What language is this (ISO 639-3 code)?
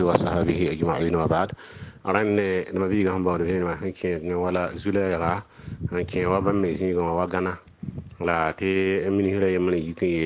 mos